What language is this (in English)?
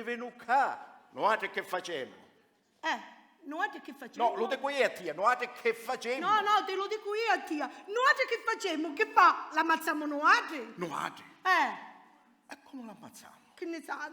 Sicilian